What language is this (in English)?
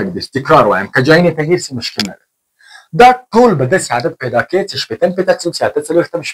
Pashto